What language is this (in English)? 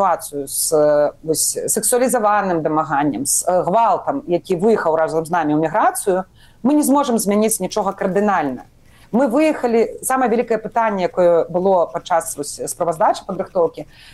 Belarusian